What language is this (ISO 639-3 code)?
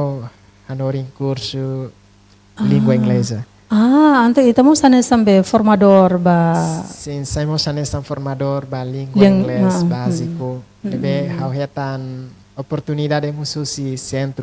tet